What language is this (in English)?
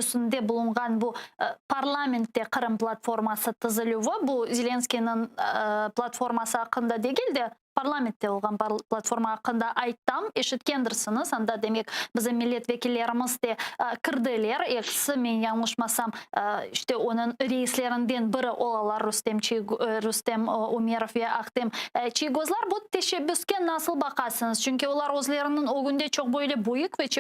Crimean Tatar